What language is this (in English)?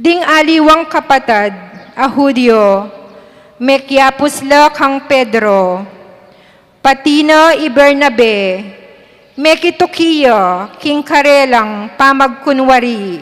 Pampanga